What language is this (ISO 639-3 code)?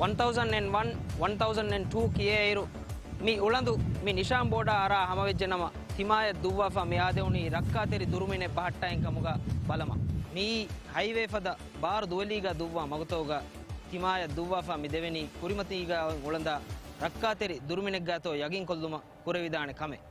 div